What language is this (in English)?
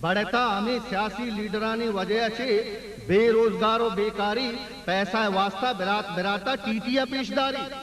Eastern Balochi